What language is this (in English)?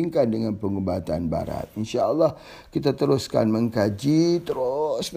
Malay